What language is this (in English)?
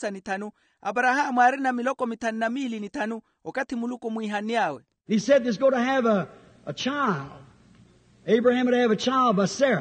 Makhuwa